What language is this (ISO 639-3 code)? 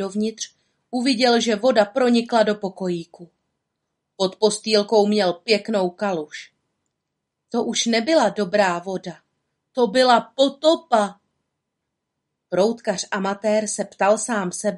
ces